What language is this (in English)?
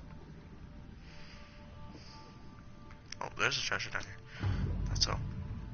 English